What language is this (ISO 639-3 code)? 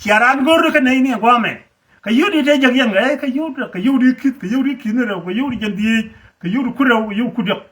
nus